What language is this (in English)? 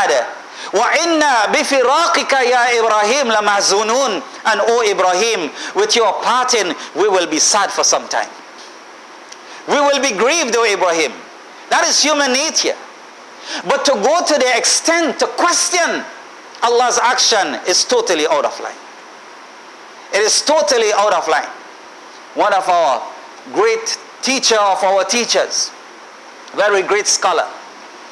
English